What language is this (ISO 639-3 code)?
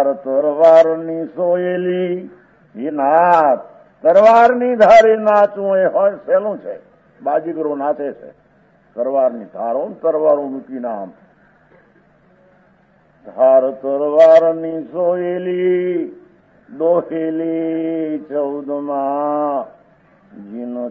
guj